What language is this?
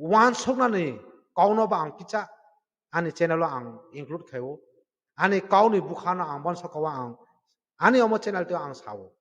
Kok Borok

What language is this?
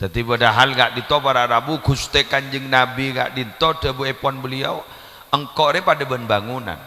Madurese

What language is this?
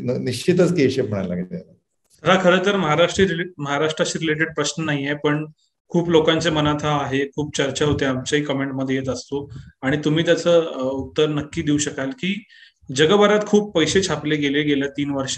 Marathi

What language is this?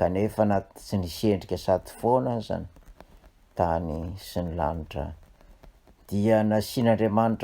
Malagasy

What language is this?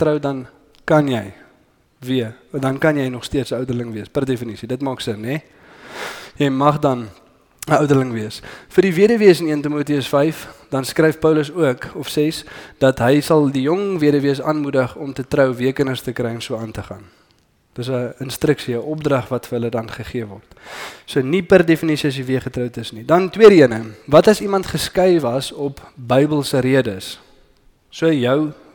Afrikaans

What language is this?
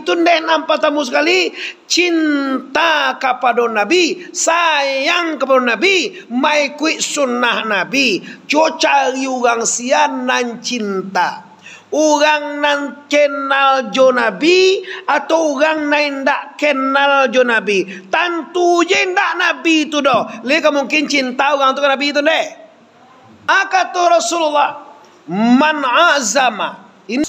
Minangkabau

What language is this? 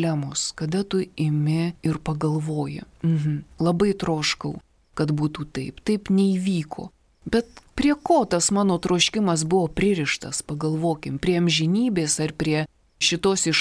Lithuanian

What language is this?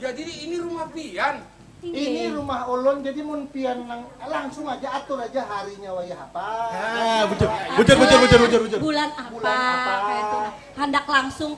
Banjar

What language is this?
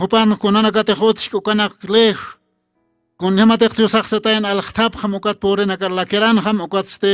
Aymara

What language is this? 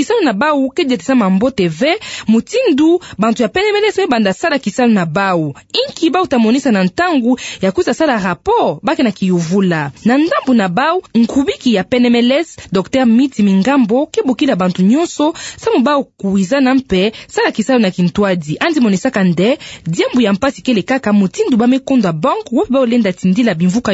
Kituba (Democratic Republic of Congo)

